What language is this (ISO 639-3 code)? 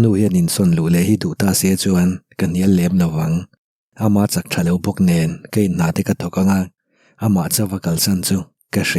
lus